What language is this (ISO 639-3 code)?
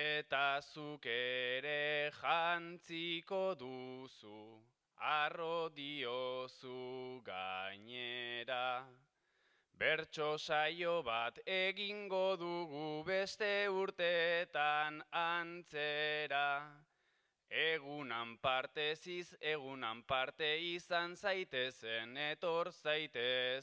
eus